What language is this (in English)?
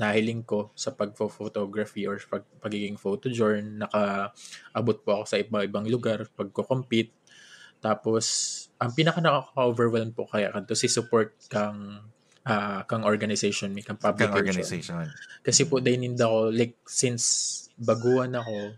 Bikol